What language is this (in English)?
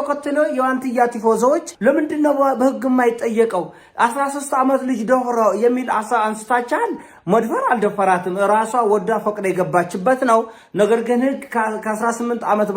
Amharic